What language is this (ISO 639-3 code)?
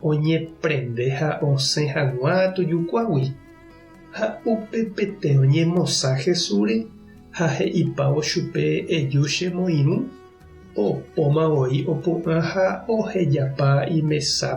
grn